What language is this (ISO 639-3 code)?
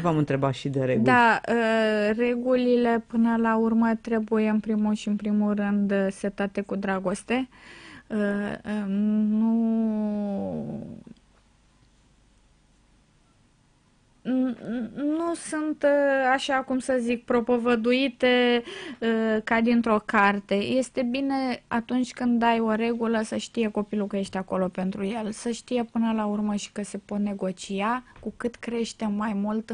ron